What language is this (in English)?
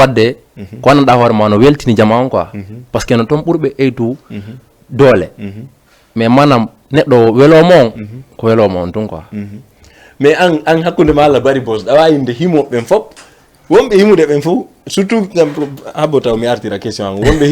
Fula